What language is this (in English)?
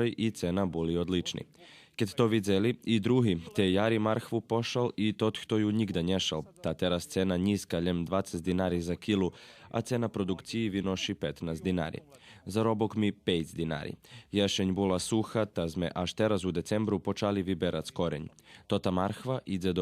Rusyn